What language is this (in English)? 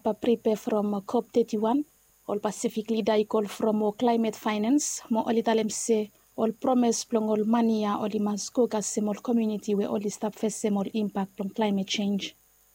Bislama